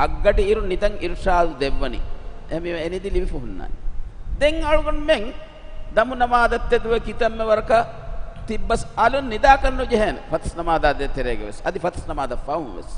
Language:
Divehi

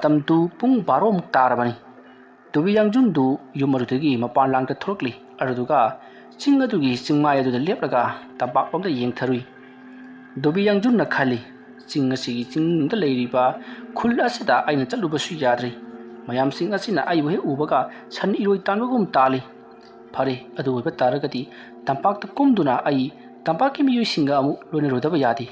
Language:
Manipuri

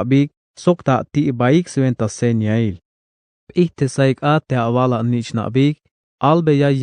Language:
Tzeltal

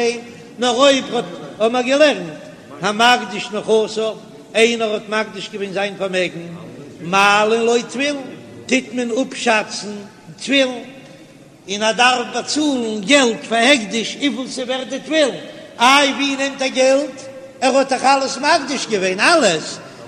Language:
Yiddish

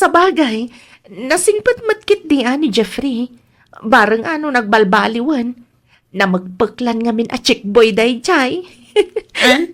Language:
Iloko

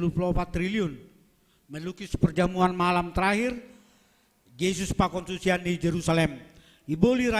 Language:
Batak Simalungun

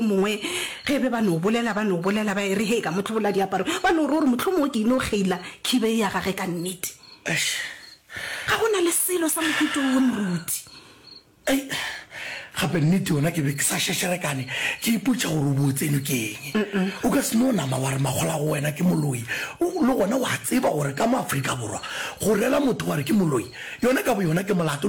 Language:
Northern Sotho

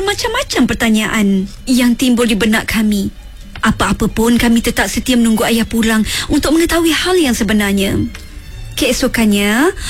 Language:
Malay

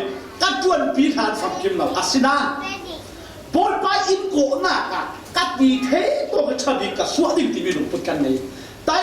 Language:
Falam Chin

